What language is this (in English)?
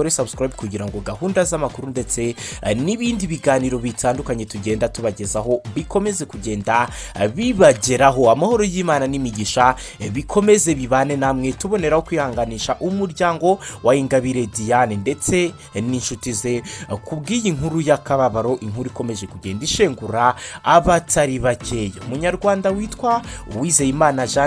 Kinyarwanda